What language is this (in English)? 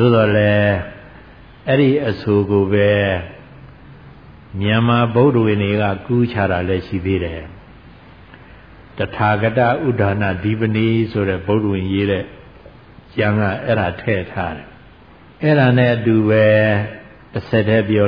Burmese